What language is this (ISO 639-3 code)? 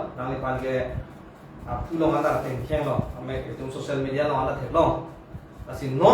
mjw